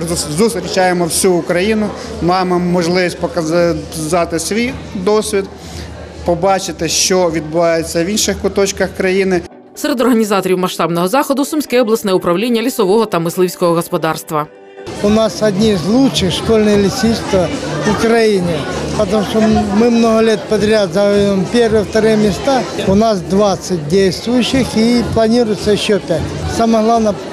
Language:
Ukrainian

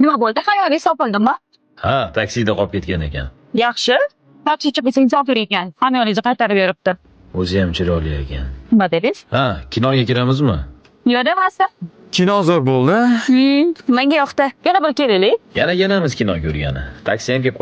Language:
Uzbek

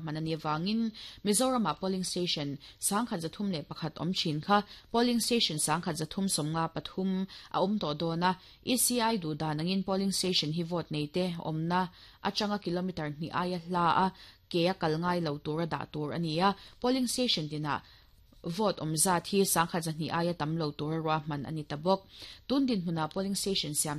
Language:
Mizo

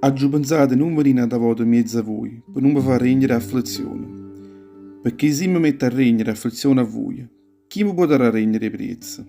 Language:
Neapolitan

